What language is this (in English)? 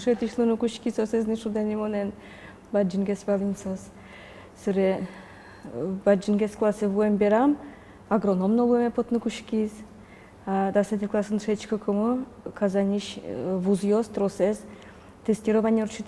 Udmurt